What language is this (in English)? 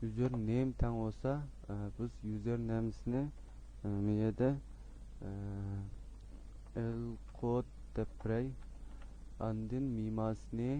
Uyghur